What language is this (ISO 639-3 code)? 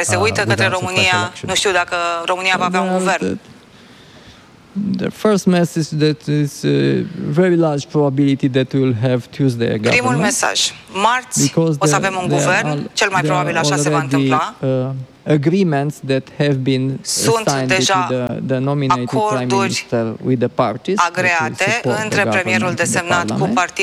ron